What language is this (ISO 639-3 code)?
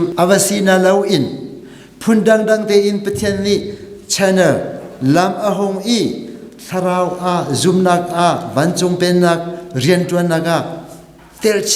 cnh